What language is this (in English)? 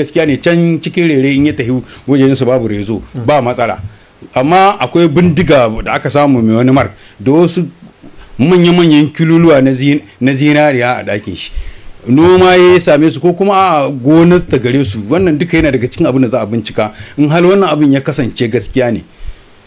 Hausa